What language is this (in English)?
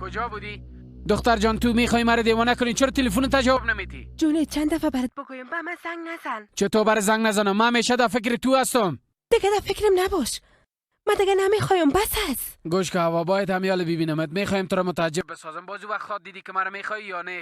Persian